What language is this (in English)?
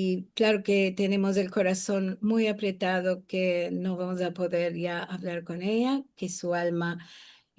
Ladino